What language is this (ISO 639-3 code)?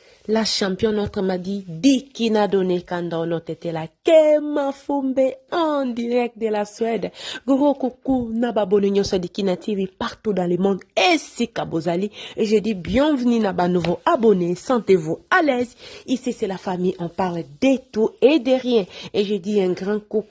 lin